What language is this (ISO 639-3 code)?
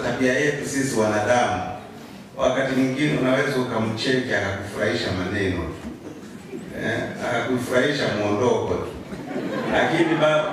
swa